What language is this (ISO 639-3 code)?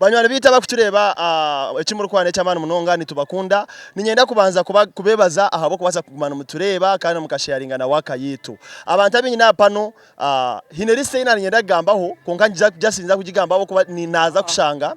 nyn